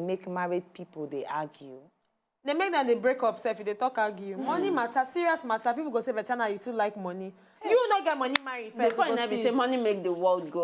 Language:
Nigerian Pidgin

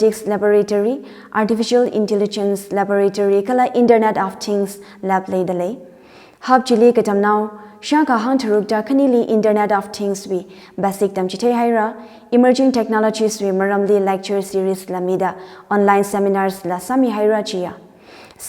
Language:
Tangkhul Naga (India)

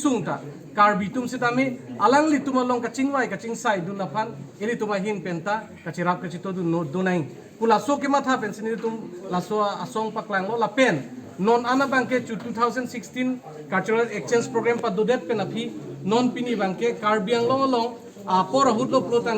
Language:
Karbi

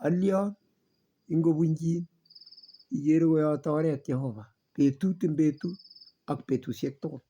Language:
Kalenjin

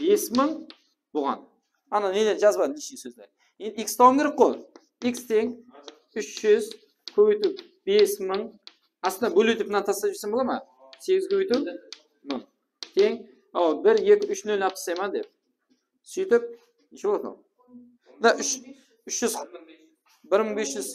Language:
Kara-Kalpak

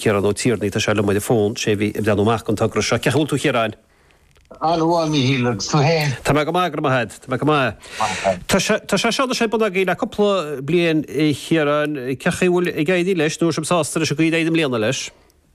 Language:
Irish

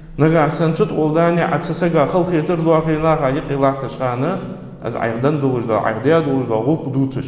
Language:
Ingush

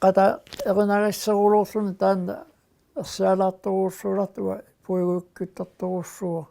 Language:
Kalaallisut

